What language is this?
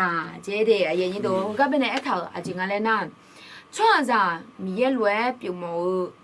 Akha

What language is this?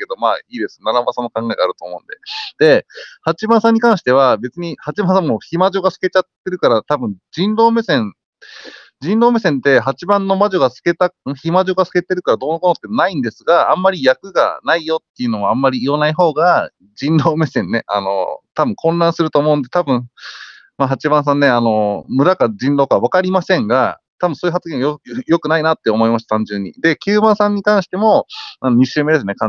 Japanese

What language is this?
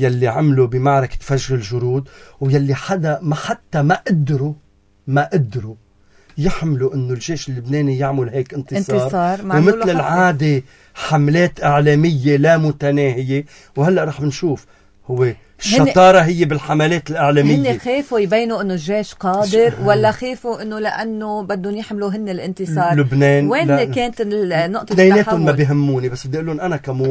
North Levantine Arabic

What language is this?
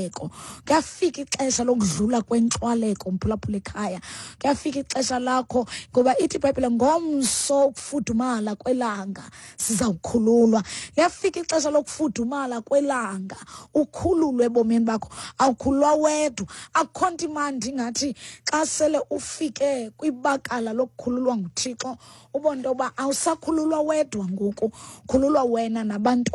Xhosa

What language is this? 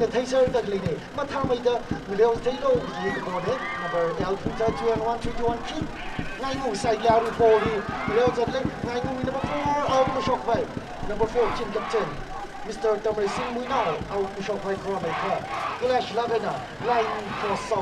Tangkhul Naga (India)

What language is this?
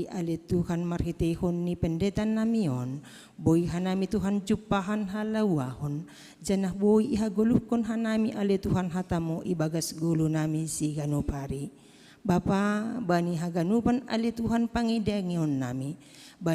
Batak Simalungun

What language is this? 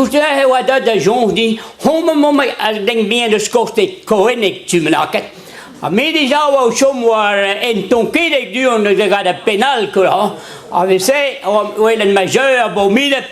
Breton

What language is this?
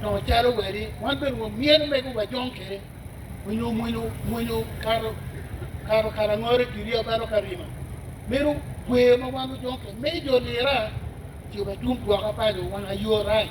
Acoli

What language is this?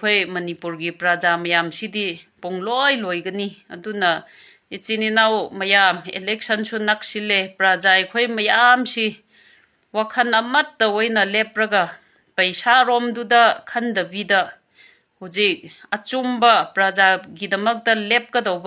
Manipuri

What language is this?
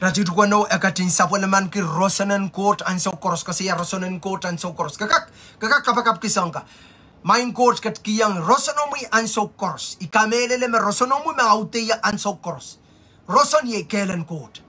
Pohnpeian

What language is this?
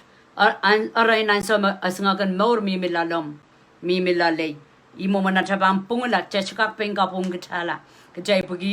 Pohnpeian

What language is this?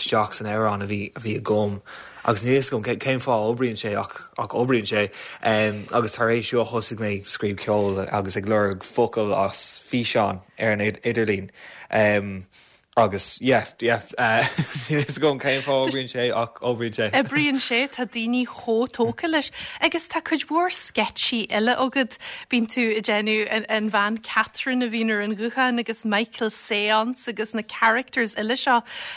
Irish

